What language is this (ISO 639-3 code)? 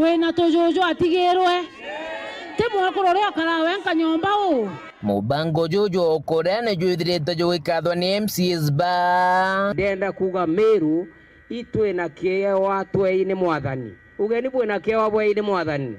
mer